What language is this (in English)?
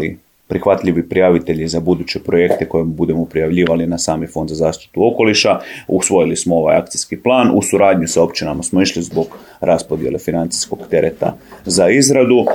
Croatian